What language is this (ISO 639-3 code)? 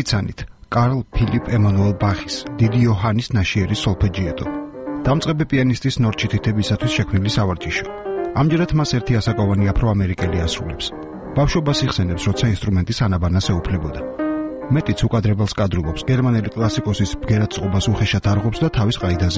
kat